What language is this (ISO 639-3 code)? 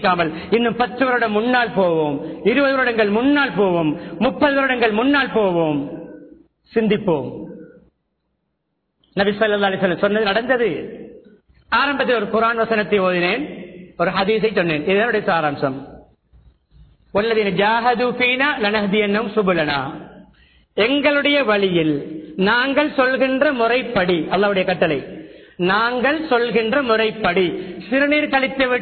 tam